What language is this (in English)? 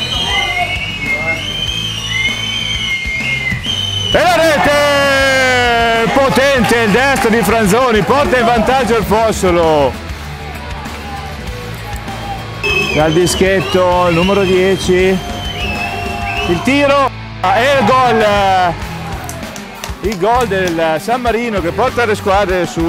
Italian